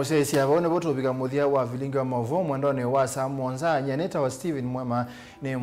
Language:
Kamba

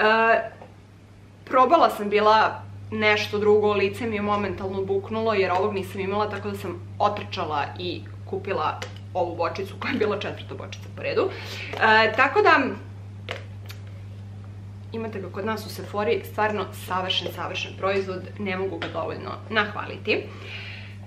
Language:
Croatian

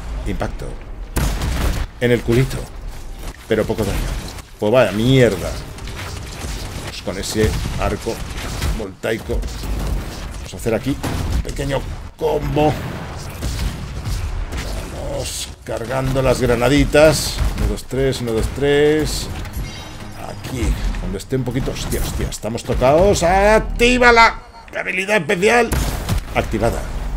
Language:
Spanish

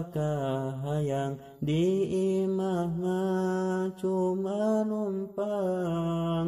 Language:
Sundanese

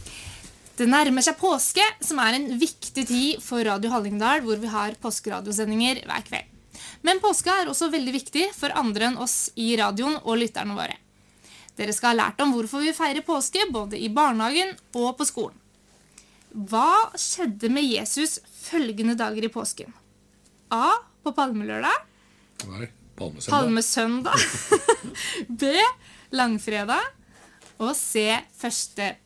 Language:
Norwegian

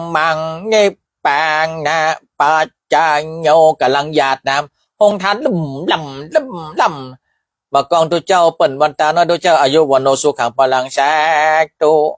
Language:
Northern Thai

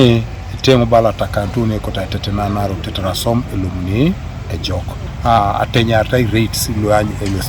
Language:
Teso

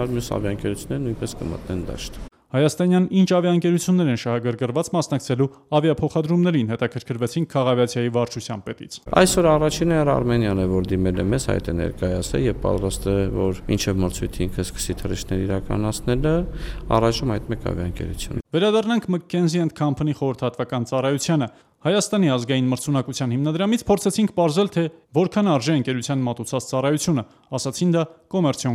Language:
Armenian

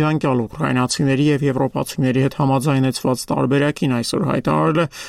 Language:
Armenian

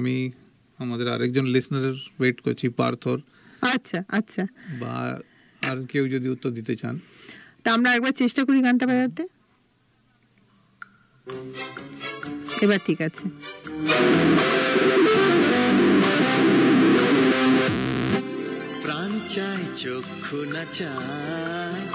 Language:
Bangla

